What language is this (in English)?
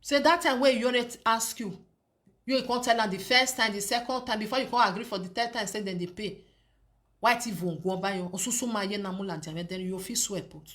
Nigerian Pidgin